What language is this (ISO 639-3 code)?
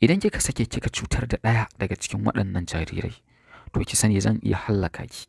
hau